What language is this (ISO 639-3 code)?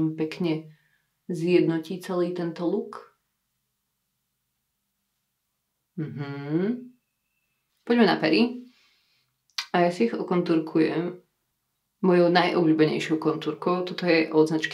slk